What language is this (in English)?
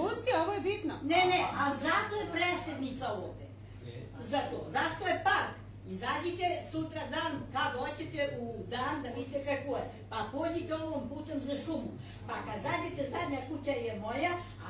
Serbian